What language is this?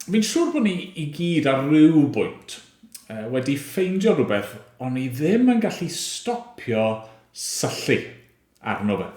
Welsh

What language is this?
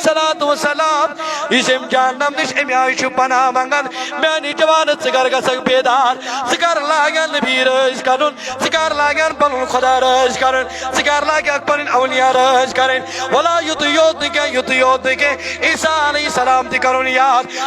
Kashmiri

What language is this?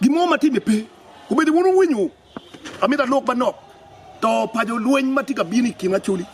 Acoli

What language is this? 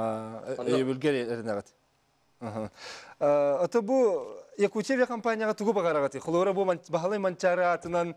Yakut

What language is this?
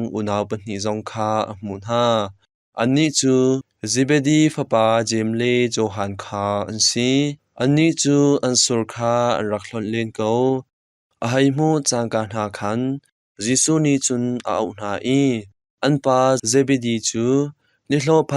Hakha Chin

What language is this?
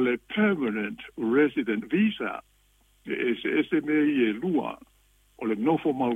Samoan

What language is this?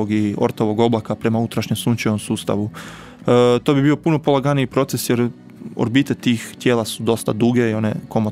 Croatian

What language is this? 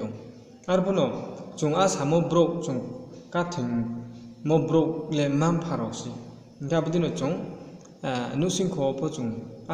Riang (India)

